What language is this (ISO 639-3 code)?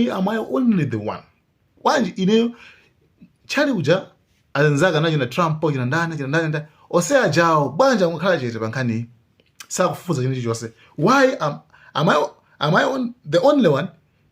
nya